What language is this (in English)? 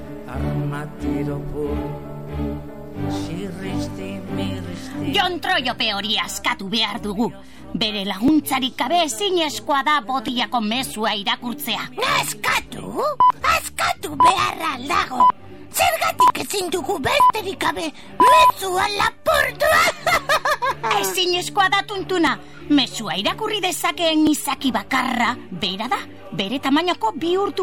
Basque